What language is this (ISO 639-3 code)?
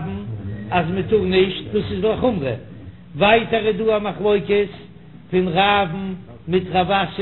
yid